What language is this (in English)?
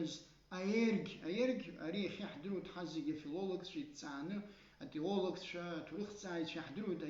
Abkhazian